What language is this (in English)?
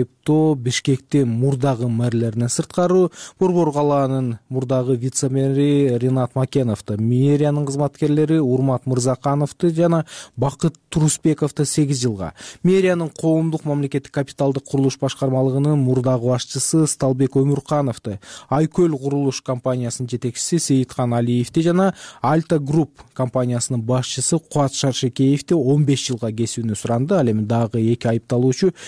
Kyrgyz